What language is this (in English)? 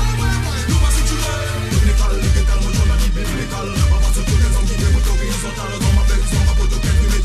Morisyen